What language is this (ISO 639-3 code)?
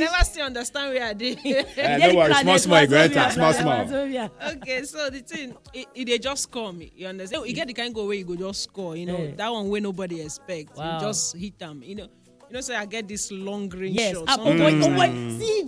pcm